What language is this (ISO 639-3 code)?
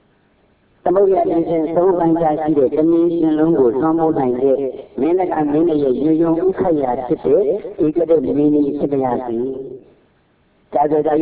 mya